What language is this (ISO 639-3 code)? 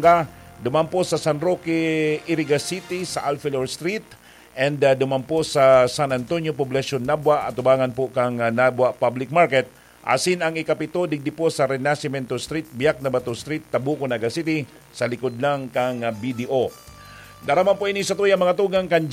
bik